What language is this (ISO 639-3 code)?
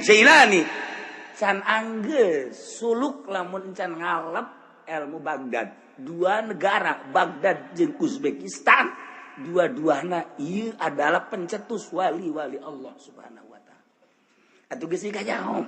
sun